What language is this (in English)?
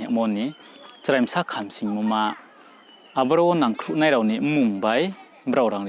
Riang (India)